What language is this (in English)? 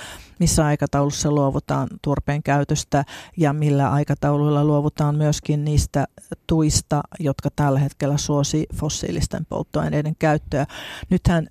Finnish